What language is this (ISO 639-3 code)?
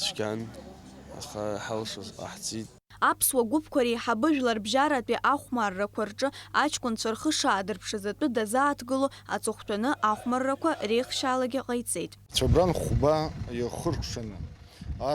abk